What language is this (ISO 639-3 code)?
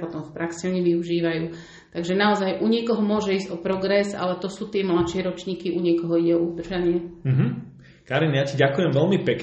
slk